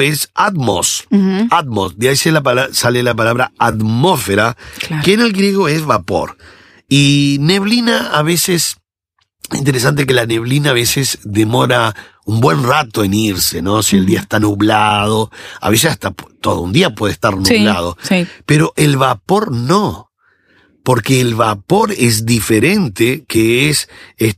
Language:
Spanish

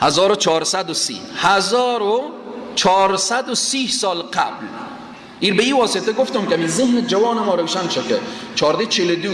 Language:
Persian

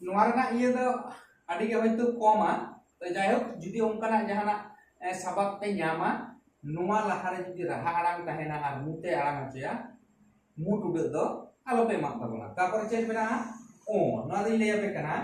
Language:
Santali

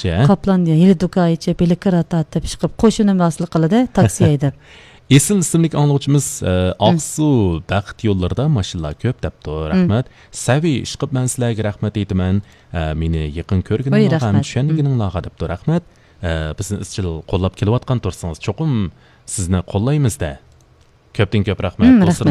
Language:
Uyghur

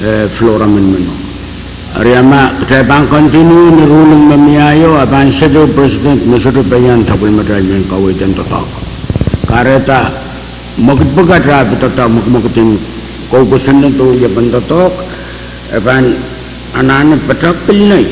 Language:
Pohnpeian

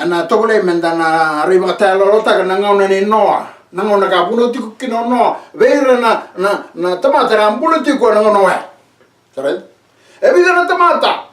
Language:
Fijian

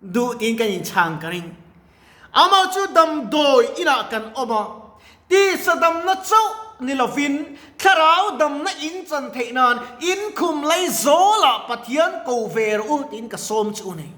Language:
Mizo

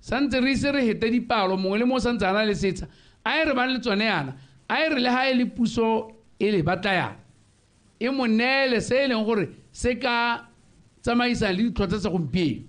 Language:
Tswana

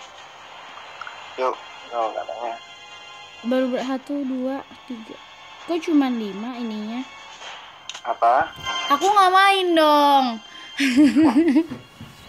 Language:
Indonesian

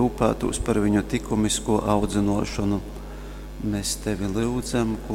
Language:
Latgalian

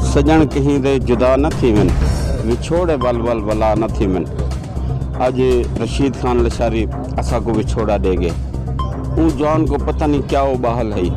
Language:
Saraiki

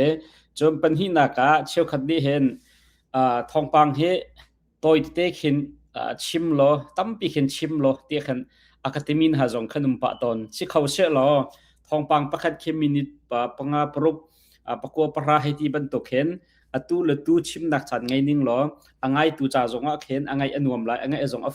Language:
Hakha Chin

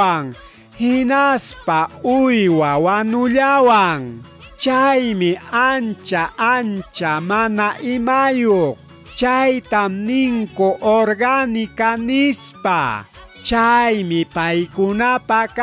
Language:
Ayacucho Quechua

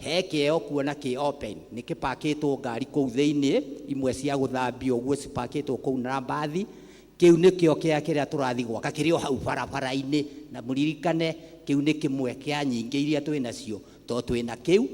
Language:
Kikuyu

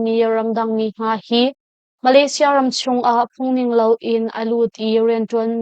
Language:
Hakha Chin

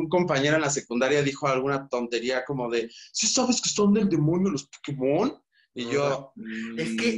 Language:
Spanish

